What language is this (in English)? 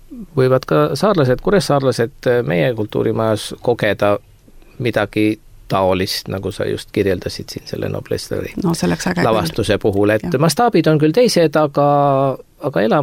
Estonian